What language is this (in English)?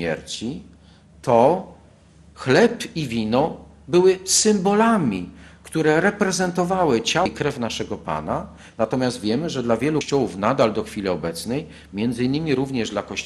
Polish